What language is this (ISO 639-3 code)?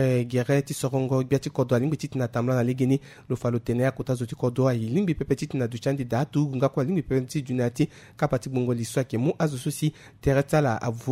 sag